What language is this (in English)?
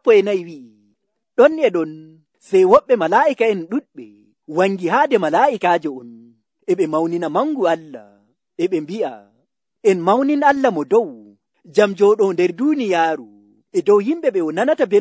Nigerian Fulfulde